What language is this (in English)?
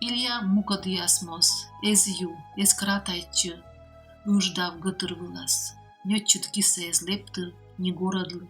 Komi